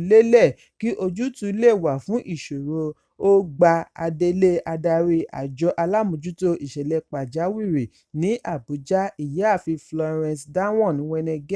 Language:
Yoruba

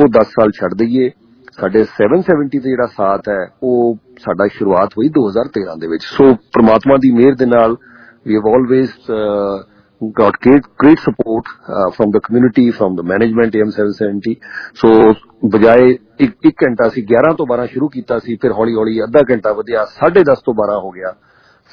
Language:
Punjabi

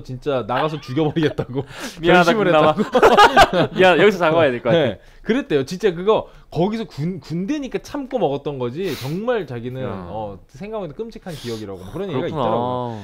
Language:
Korean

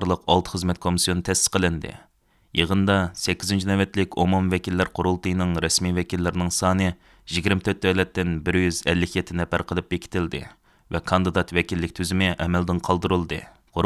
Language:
Uyghur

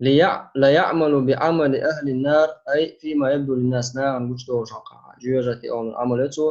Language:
Chechen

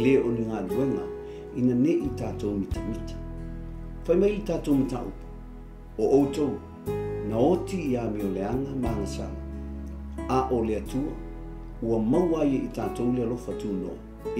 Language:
Samoan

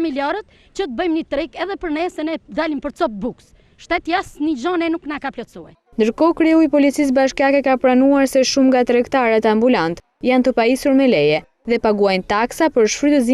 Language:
Albanian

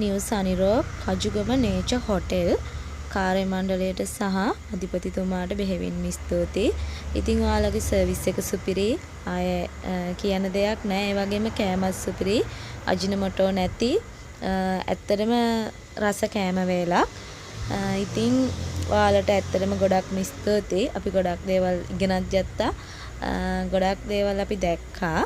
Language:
Sinhala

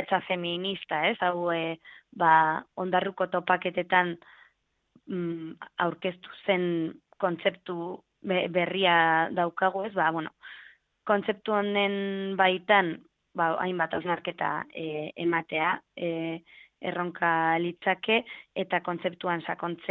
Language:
Basque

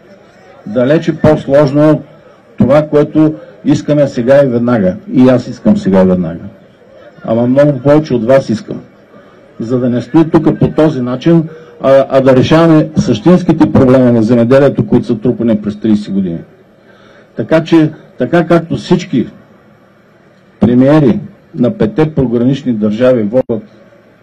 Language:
Bulgarian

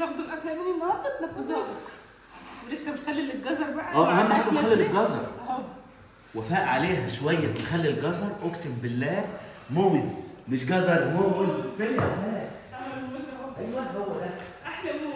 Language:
Egyptian Arabic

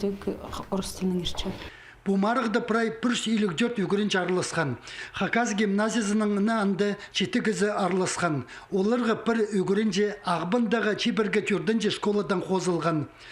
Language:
Khakas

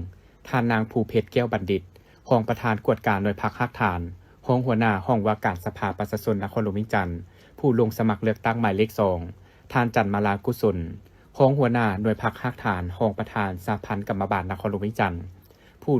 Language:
Lao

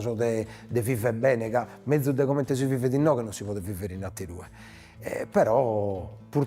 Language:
Sardinian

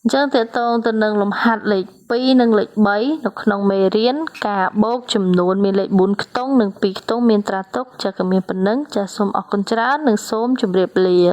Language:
Khmer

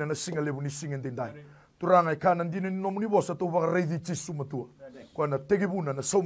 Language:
Fijian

